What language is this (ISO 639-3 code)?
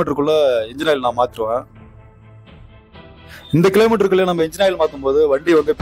tam